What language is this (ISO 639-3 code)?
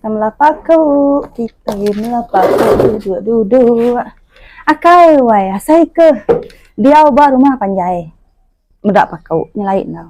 iba